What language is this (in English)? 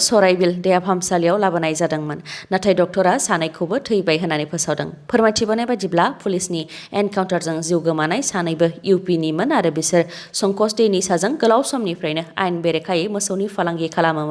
Bodo